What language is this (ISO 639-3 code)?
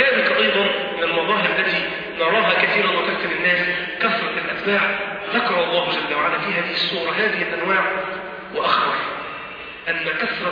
ara